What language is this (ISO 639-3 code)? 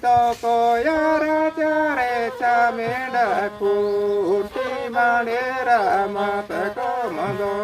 sat